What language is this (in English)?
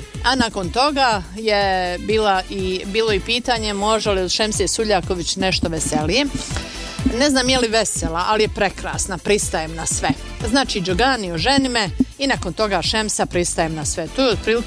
Bosnian